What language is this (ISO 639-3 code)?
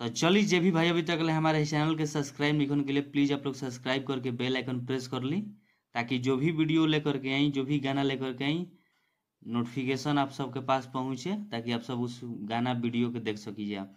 bho